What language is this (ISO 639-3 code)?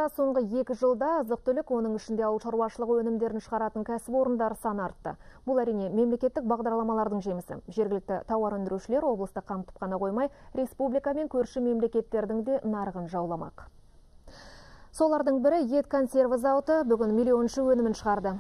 kaz